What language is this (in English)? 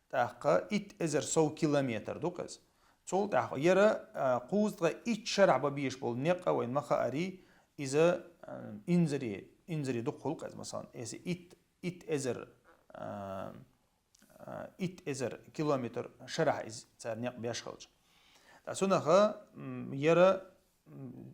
Chechen